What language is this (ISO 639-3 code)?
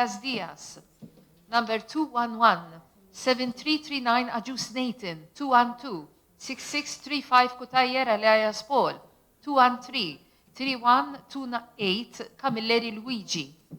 mlt